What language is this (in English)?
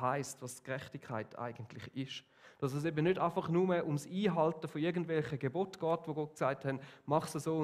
Swiss German